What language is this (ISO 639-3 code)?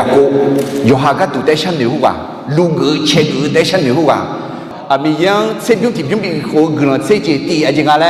ahk